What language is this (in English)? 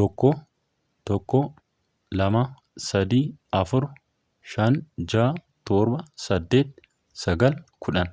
Oromo